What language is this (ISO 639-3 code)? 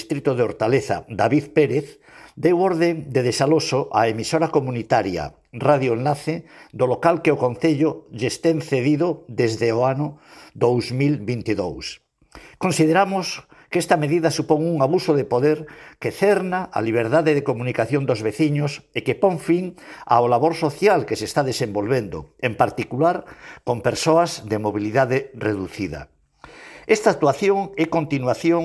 glg